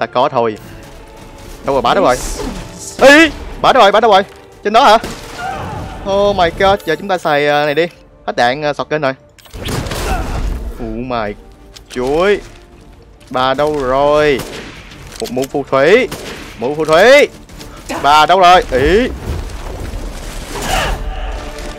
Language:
Vietnamese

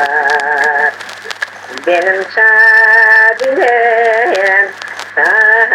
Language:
Crimean Tatar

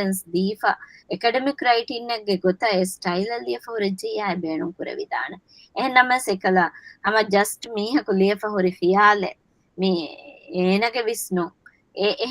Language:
Divehi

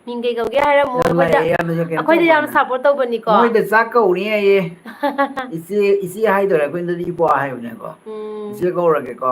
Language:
Manipuri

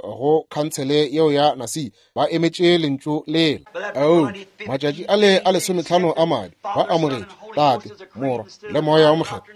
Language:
Northern Sotho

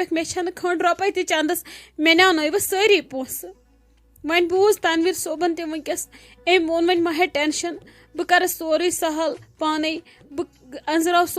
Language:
Kashmiri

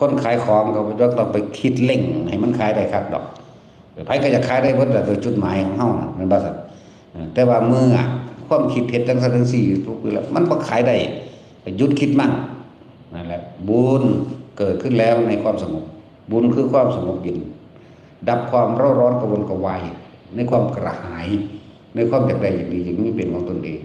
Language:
Northeastern Thai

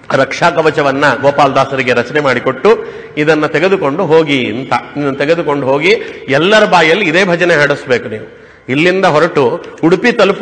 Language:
Kannada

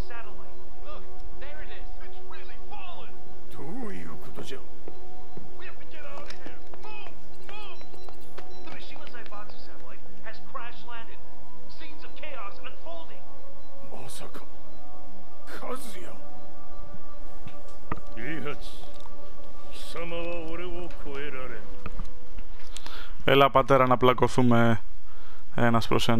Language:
Greek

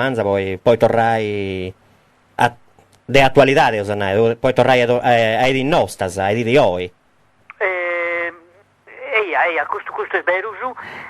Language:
Sardinian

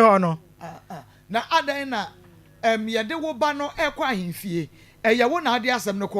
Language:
Akan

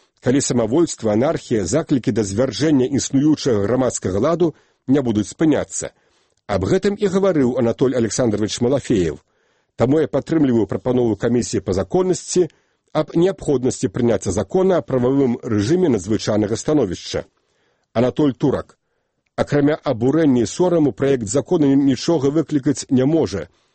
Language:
Belarusian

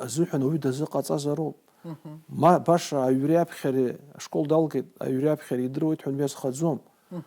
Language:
Abkhazian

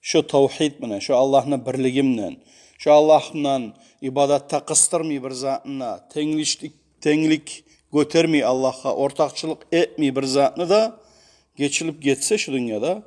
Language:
Kumyk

